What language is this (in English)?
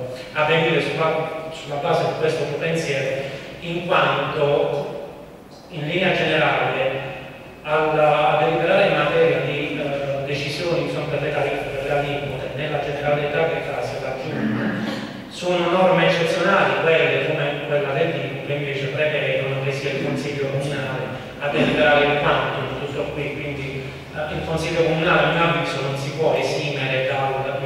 Italian